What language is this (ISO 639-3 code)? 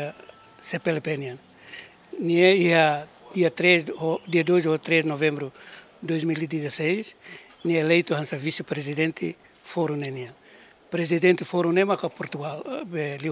tet